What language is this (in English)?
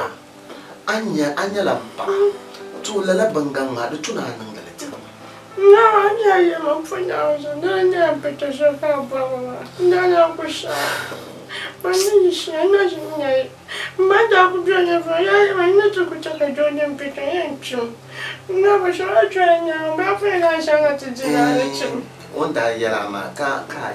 Dagbani